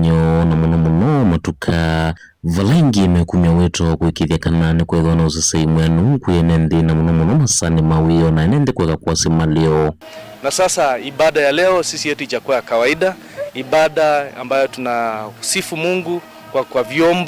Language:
Kamba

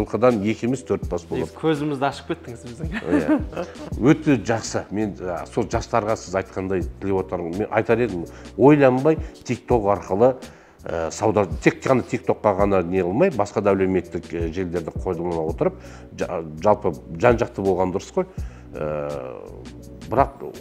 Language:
Kazakh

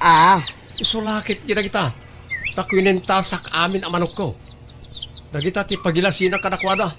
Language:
Iloko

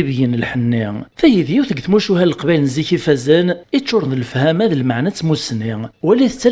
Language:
Kabyle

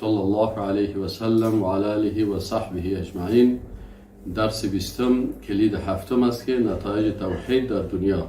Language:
Persian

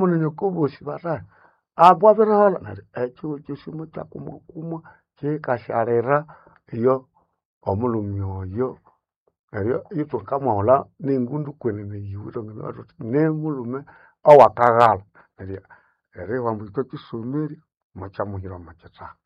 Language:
Nande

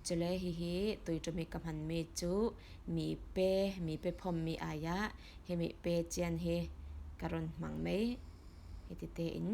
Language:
Falam Chin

